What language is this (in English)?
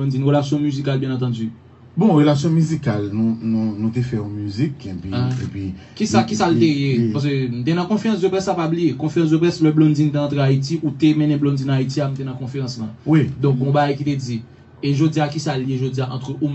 Haitian Creole